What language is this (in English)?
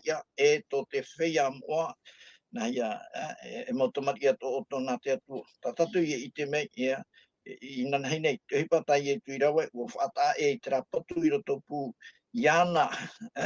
Tahitian